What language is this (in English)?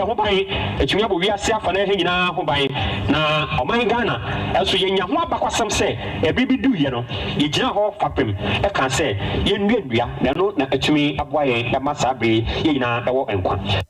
Akan